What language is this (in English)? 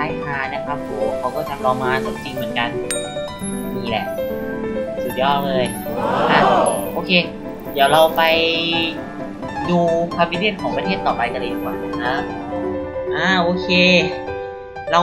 Thai